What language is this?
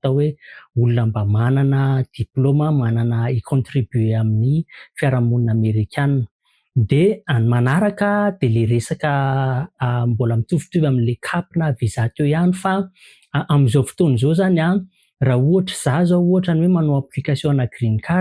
Malagasy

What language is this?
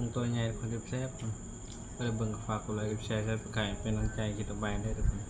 Northeastern Thai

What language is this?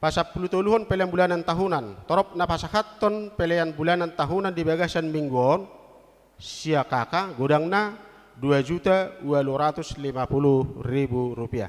Batak Toba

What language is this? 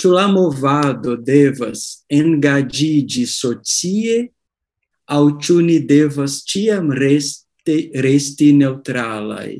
Esperanto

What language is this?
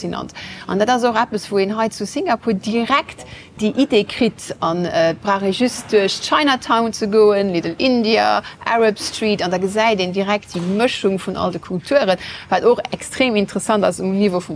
Luxembourgish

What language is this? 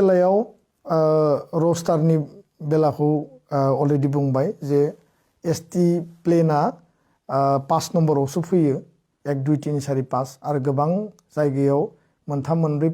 Bodo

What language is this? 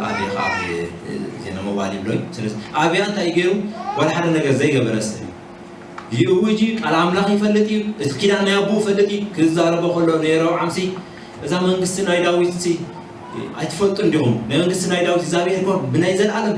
Tigrinya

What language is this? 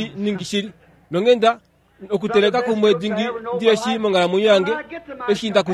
Kuanyama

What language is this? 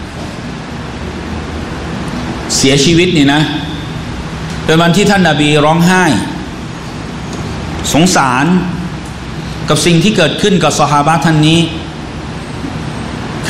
Thai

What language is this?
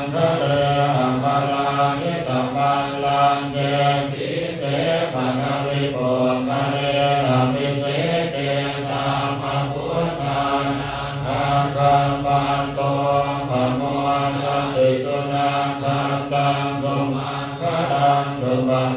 Pali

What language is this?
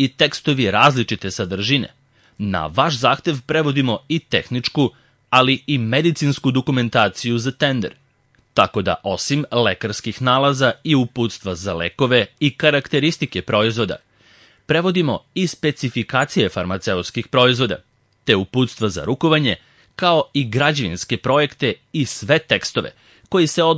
Serbian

